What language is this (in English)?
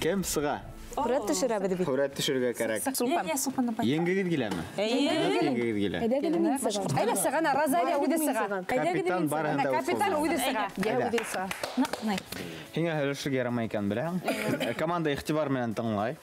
Bashkir